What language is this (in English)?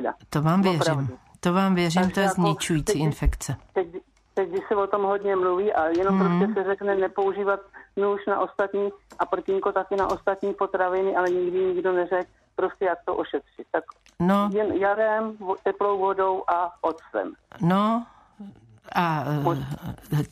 Czech